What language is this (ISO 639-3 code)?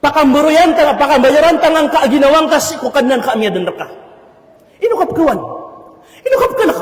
mrw